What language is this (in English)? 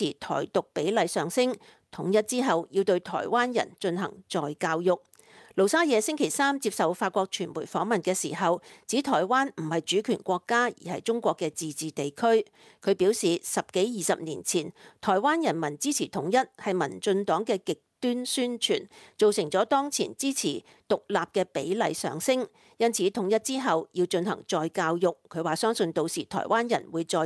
Cantonese